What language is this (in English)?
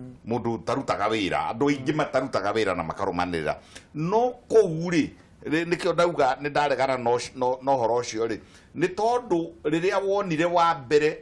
Kikuyu